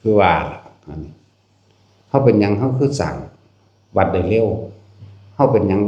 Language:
Northeastern Thai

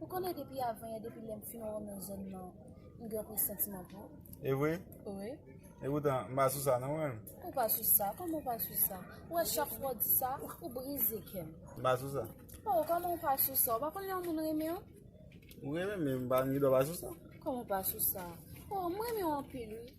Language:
Haitian Creole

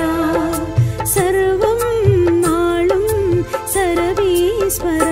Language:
Tamil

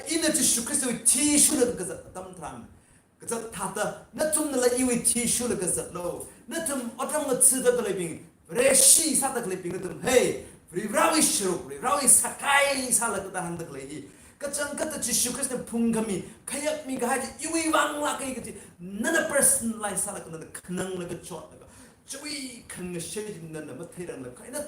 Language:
Tangkhul Naga (India)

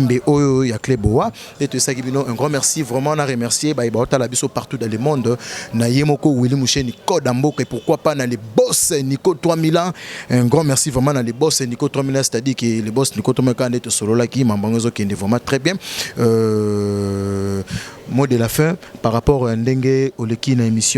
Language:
Lingala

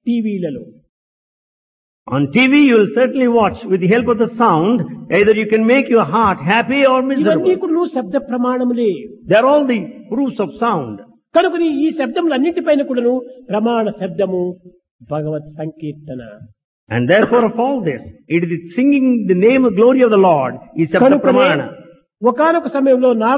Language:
Telugu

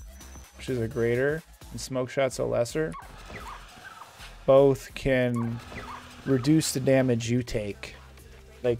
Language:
English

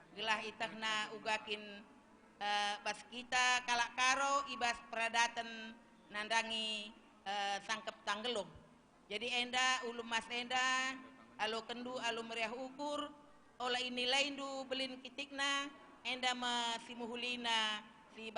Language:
Batak Karo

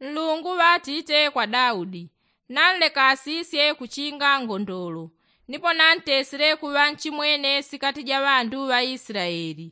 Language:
Yao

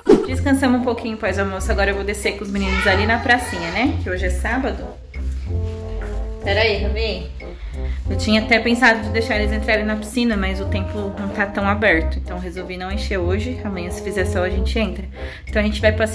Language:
Portuguese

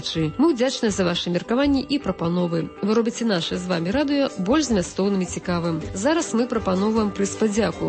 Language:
Belarusian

